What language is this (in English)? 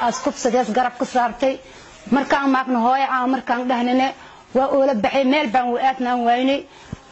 Somali